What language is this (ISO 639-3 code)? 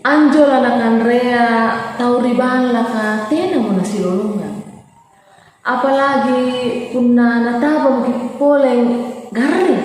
mak